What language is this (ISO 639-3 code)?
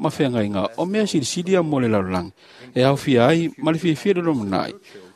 smo